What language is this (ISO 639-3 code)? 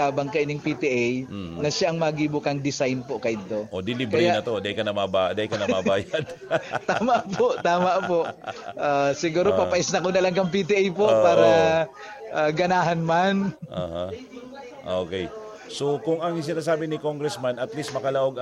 bik